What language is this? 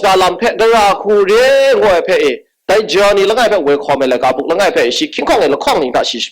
Kachin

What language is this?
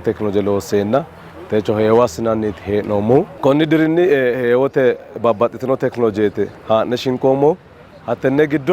Sidamo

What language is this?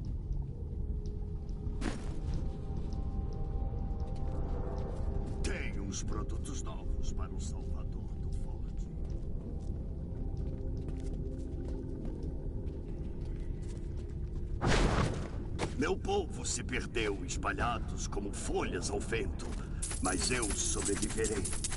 Portuguese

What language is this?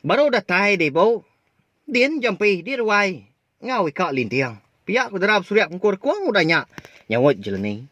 Iban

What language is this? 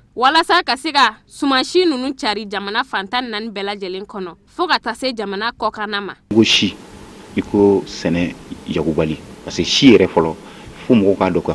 Bambara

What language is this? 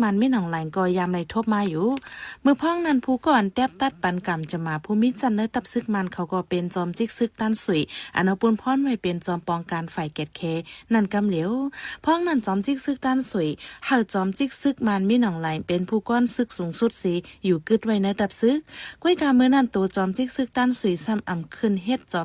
Shan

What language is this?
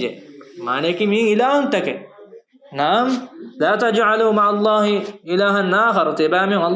Divehi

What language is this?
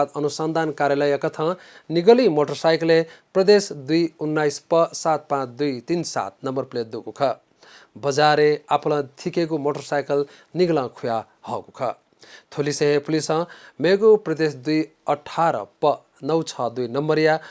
Newari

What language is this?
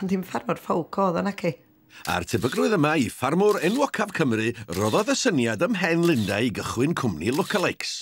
Welsh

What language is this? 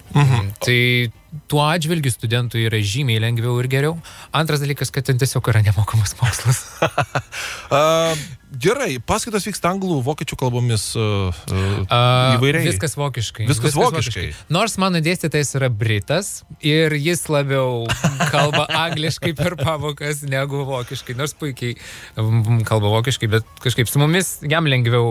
Lithuanian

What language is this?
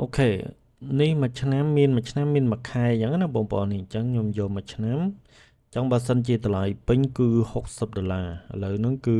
Khmer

